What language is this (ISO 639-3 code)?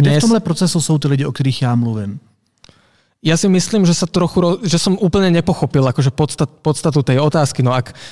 slk